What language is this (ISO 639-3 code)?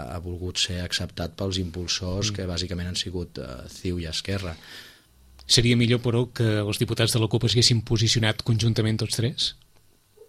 cat